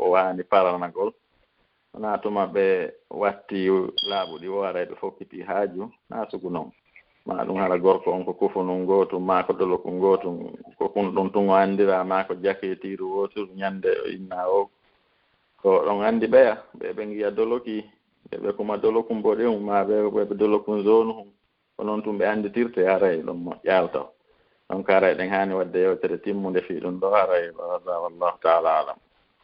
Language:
Fula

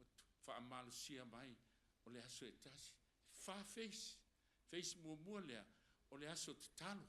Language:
Samoan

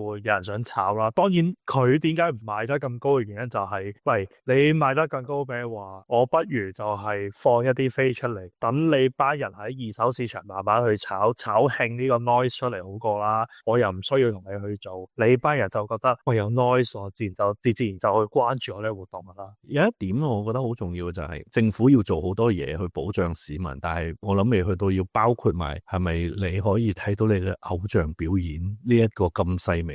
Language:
Cantonese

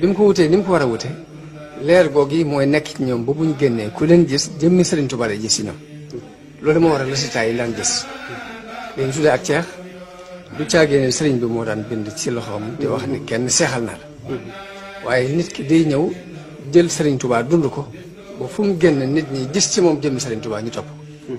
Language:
Wolof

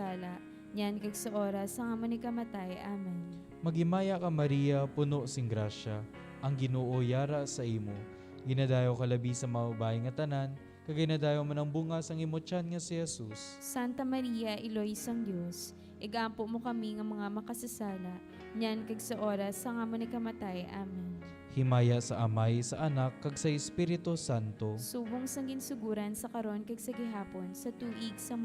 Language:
Hiligaynon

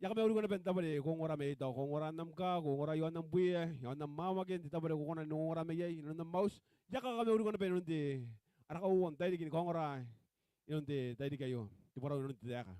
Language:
Gilbertese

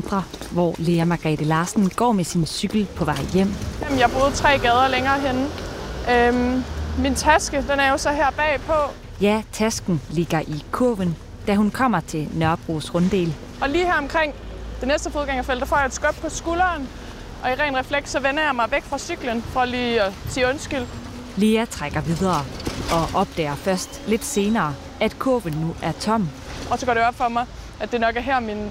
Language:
Danish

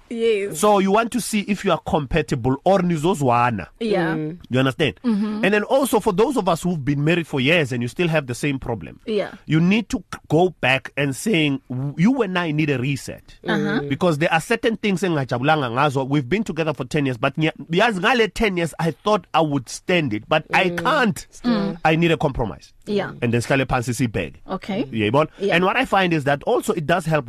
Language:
English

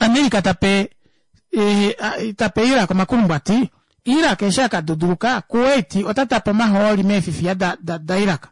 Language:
Kuanyama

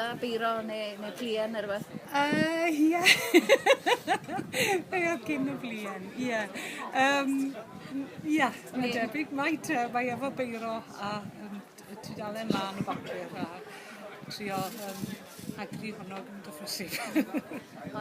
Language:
Welsh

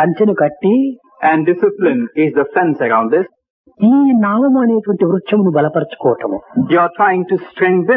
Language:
Telugu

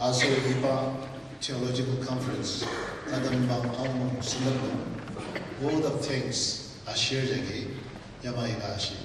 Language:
Ao Naga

